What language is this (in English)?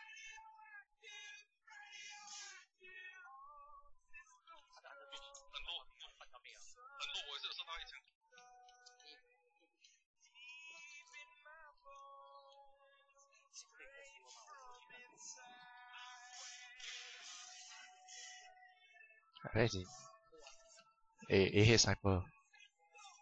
Chinese